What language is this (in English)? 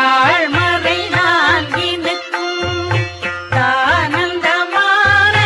Tamil